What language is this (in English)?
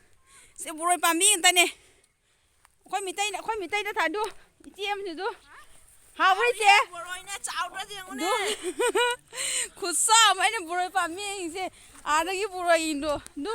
Manipuri